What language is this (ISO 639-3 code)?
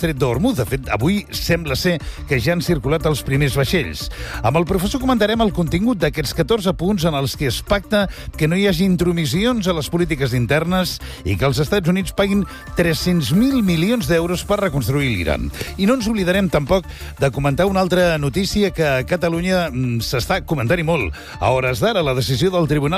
cat